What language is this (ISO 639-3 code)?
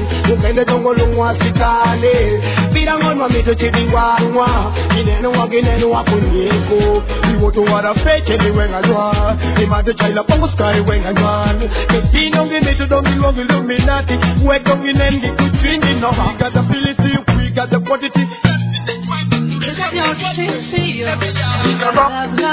swa